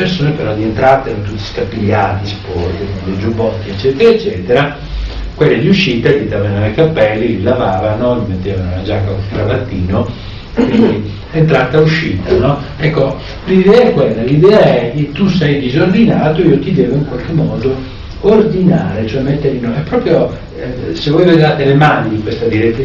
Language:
Italian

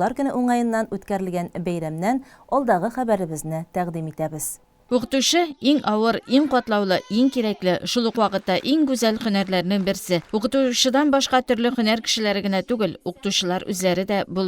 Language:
Tatar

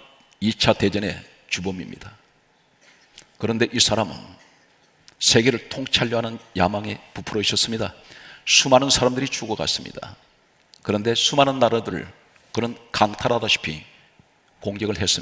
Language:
Korean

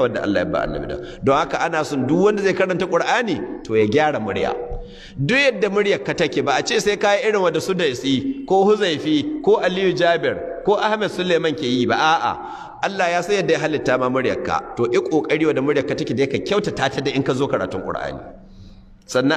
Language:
Hausa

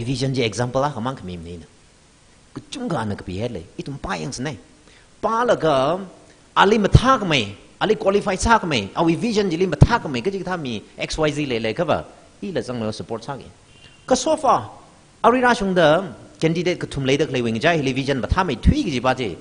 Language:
Tangkhul Naga (India)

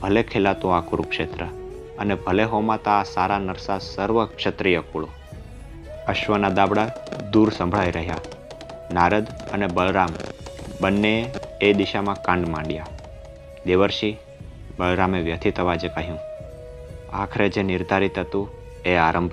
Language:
Gujarati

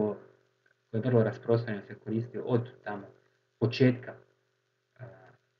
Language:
Croatian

